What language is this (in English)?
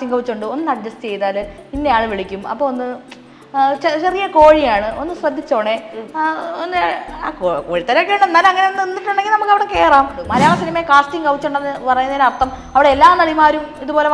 Malayalam